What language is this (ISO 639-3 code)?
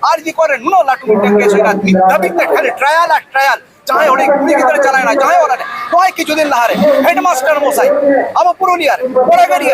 sat